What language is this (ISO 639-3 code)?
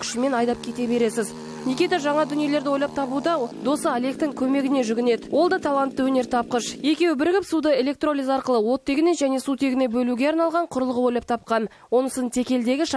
kaz